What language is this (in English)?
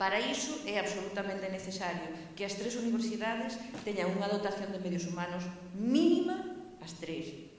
Galician